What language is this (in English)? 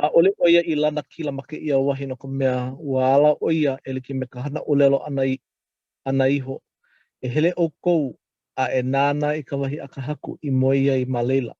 Hawaiian